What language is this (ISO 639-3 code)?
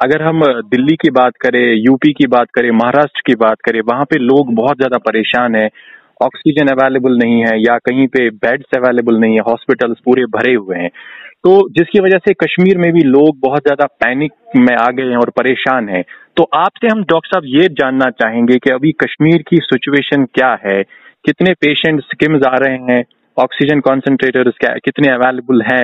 hin